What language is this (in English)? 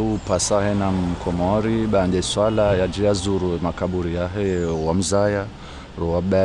Ngazidja Comorian